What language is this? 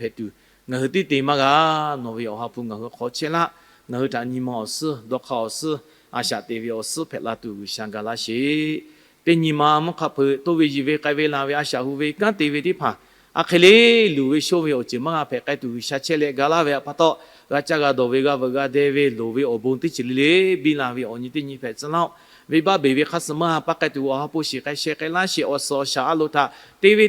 Lahu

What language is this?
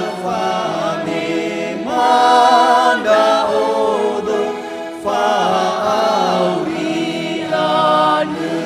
Nias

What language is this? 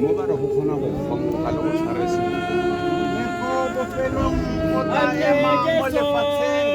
Tswana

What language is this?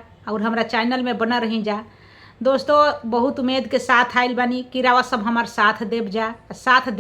Bhojpuri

